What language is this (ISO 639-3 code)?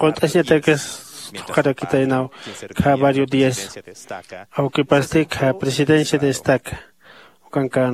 aym